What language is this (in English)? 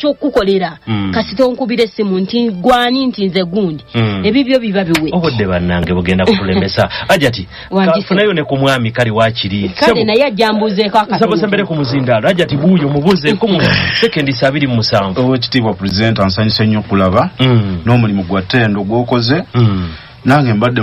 Ganda